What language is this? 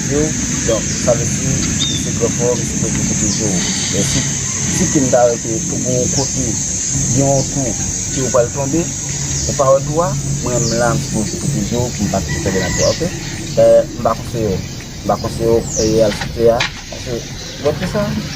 Haitian Creole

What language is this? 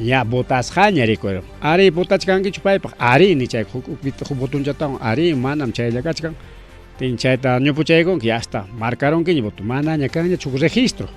Ayacucho Quechua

